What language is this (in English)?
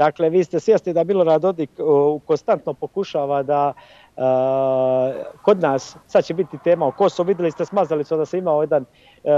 Bosnian